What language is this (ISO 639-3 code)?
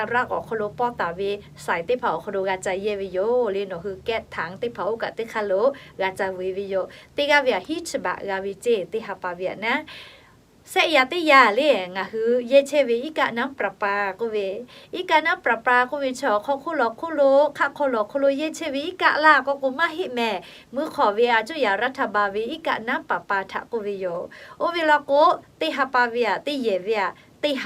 lhu